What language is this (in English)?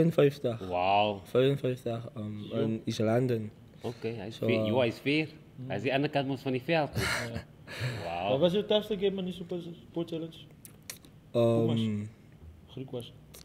Afrikaans